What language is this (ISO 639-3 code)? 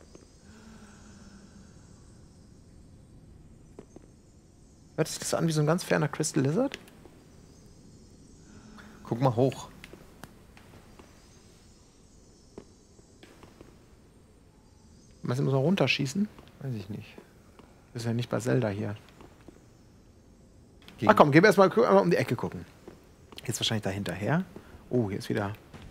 deu